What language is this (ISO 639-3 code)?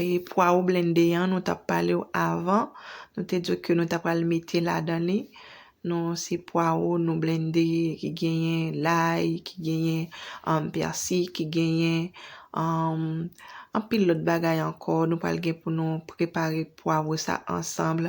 hat